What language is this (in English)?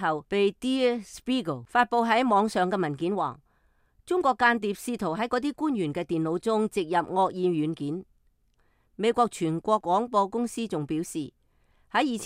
Cantonese